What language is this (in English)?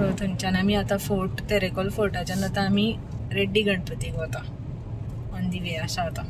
Konkani